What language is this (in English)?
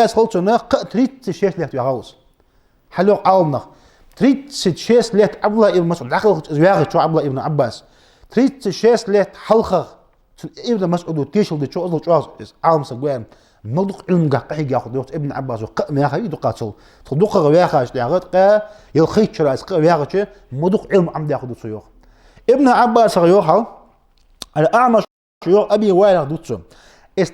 Ingush